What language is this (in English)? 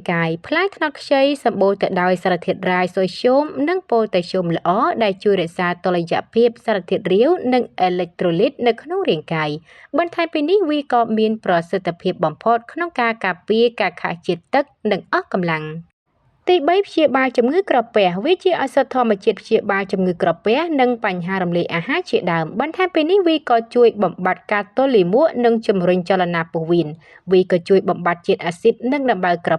Khmer